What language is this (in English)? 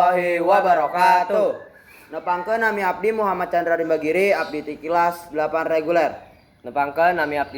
Sundanese